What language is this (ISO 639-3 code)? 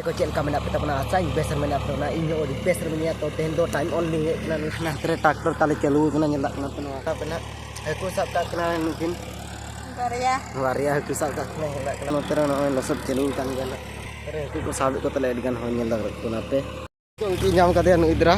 sat